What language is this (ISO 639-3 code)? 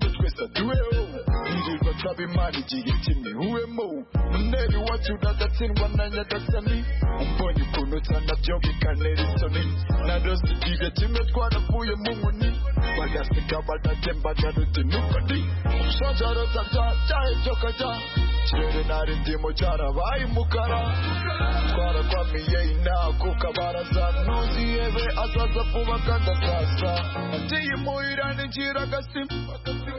kin